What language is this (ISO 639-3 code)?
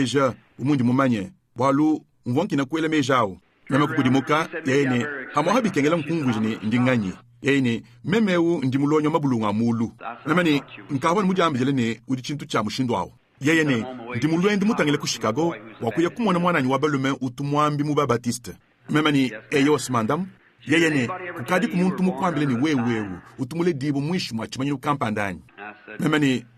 lua